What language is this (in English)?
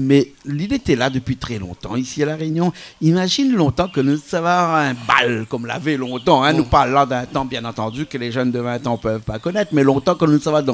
Réunion Creole French